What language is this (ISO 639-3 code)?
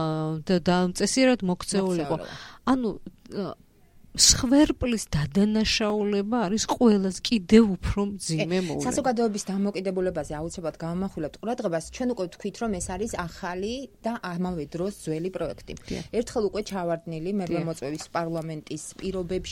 kat